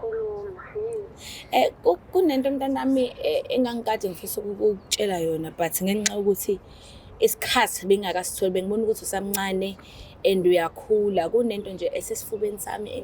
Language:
Zulu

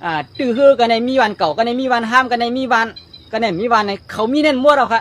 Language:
Shan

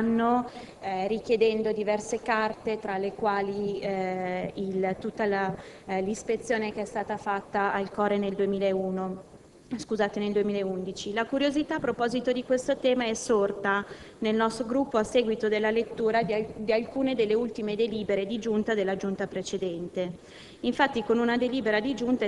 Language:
Italian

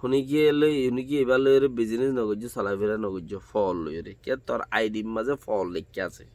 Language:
Rohingya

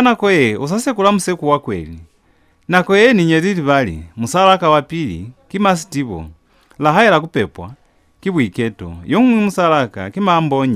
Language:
Lozi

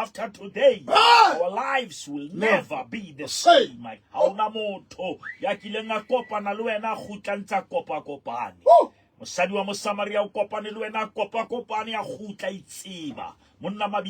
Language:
Southern Sotho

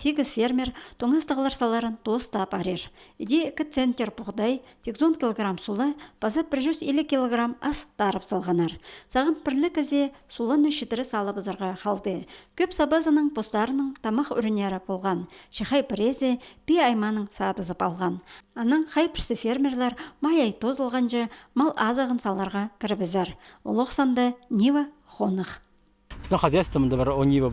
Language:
Khakas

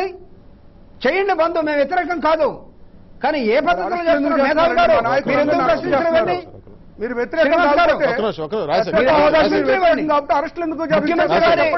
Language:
Telugu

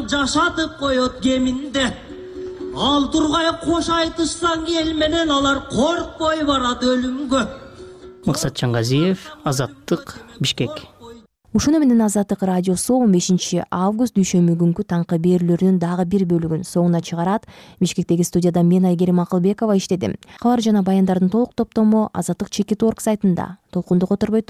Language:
Kyrgyz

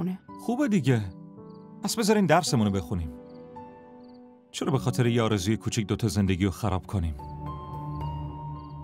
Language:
Persian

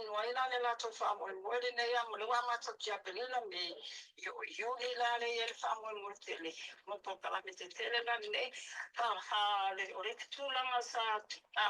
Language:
Samoan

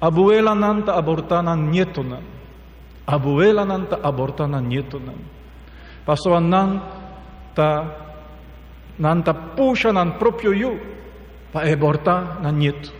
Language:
Papiamento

